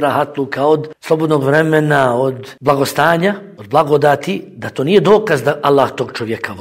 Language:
Bosnian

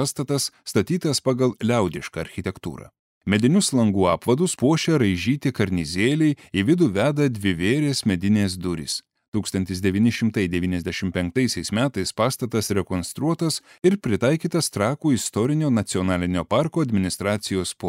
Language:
Lithuanian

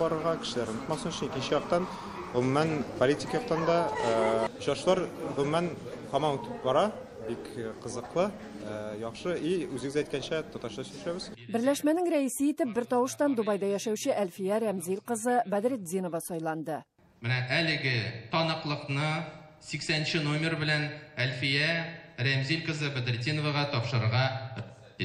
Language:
Tatar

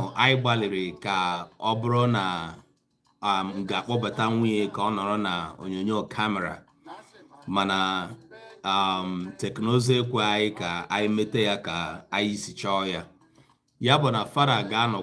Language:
Igbo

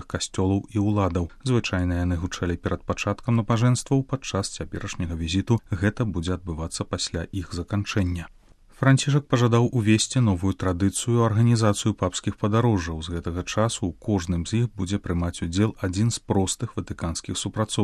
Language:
Belarusian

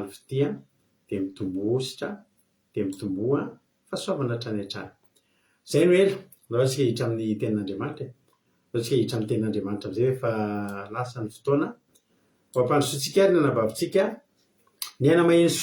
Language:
Malagasy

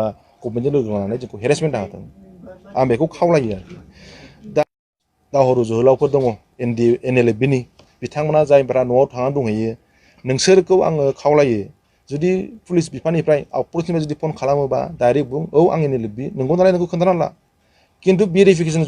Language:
Bodo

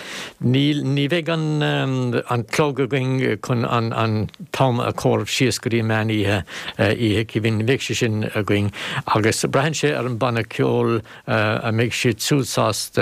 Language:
Irish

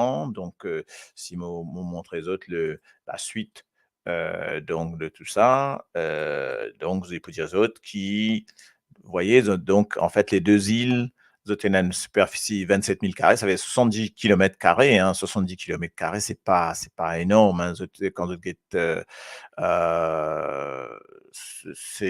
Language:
Morisyen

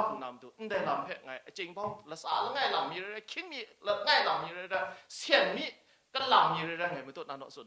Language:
Kachin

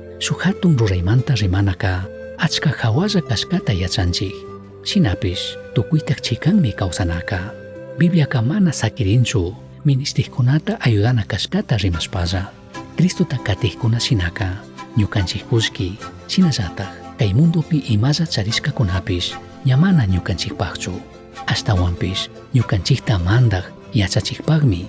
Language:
Chimborazo Highland Quichua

